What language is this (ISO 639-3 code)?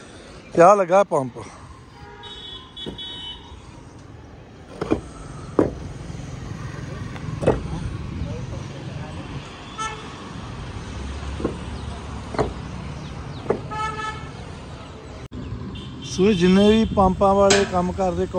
pan